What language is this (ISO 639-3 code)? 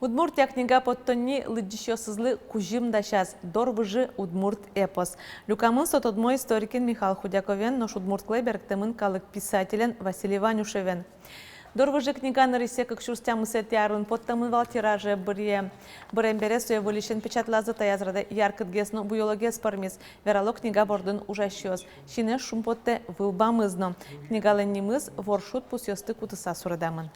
udm